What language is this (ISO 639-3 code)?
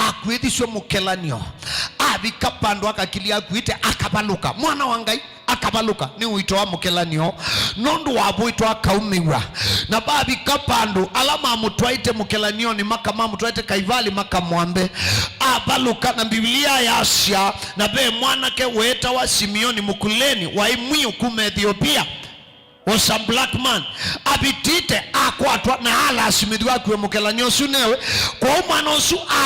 kam